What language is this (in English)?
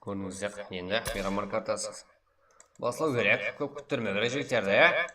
Kara-Kalpak